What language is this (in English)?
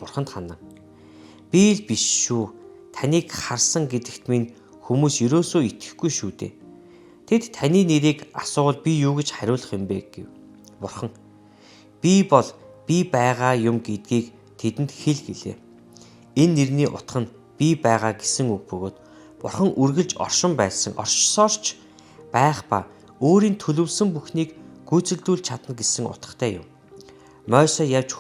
Mongolian